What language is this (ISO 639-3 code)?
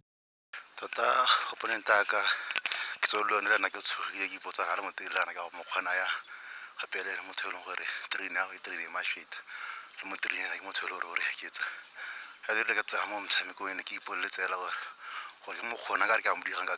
tsn